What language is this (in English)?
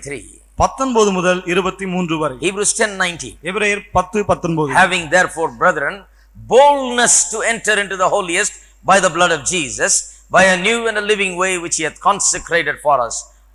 Tamil